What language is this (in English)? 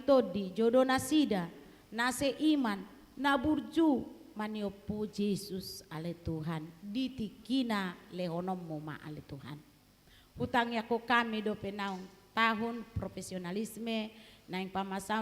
Batak Toba